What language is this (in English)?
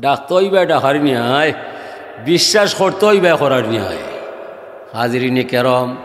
Sylheti